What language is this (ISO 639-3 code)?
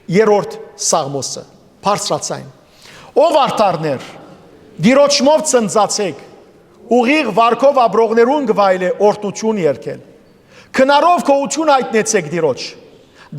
hyw